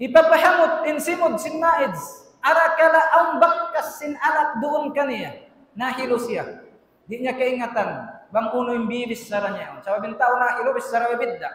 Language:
Tausug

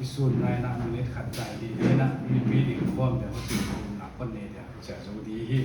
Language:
Paite Chin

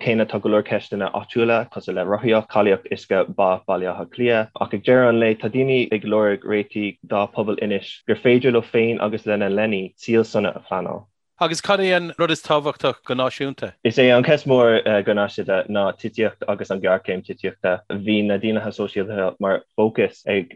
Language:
Irish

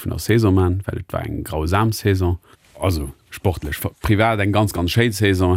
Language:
Luxembourgish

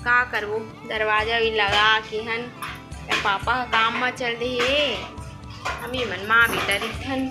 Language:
Chhattisgarhi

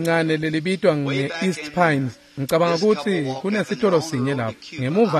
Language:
Swati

